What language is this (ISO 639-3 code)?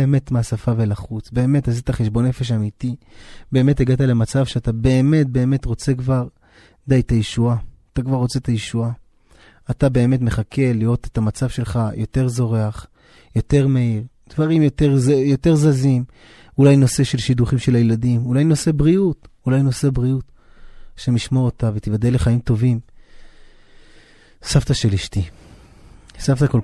heb